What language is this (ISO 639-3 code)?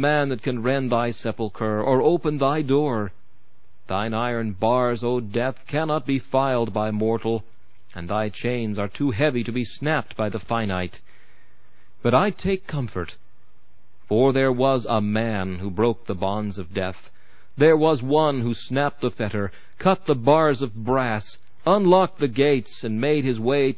eng